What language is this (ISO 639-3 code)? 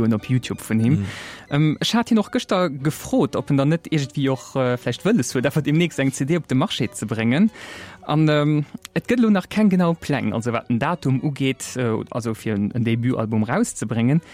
ltz